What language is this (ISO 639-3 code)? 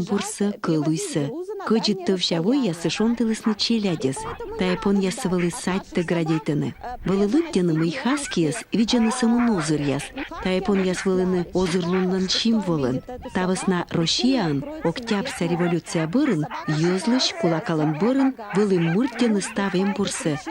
kom